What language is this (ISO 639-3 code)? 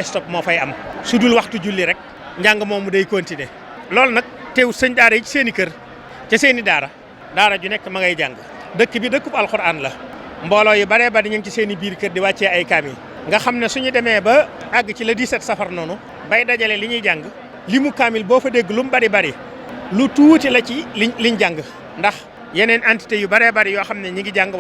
wol